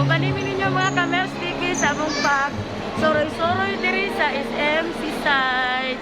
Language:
Cebuano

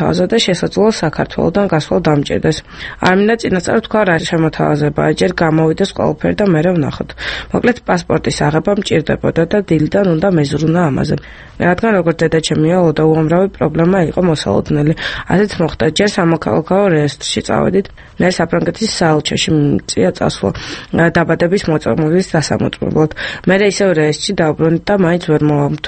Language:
Georgian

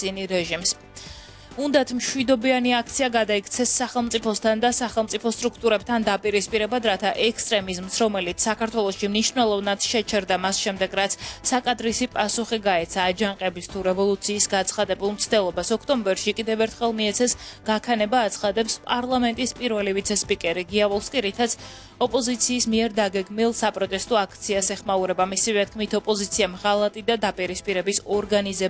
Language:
Georgian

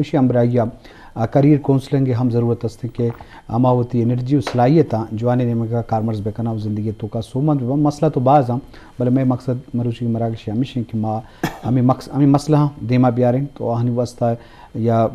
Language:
Eastern Balochi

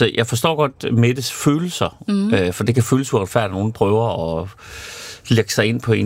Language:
Danish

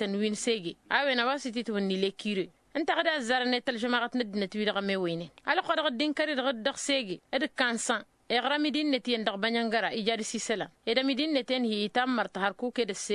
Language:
Tamasheq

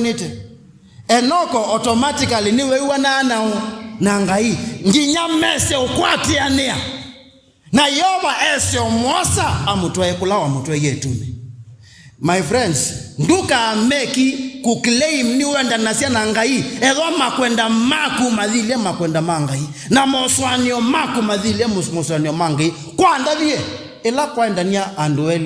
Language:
Kamba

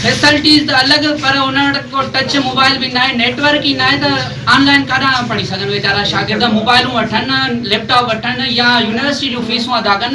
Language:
Sindhi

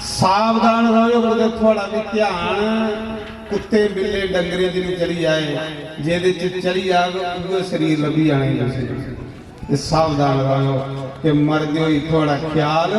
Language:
Dogri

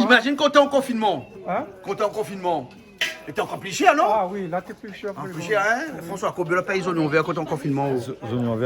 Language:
Réunion Creole French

